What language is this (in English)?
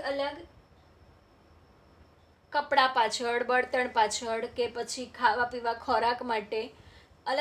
Gujarati